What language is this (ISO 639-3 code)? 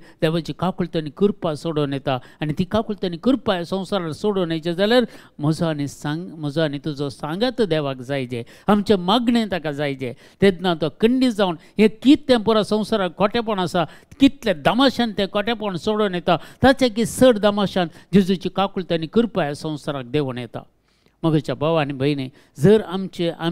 kok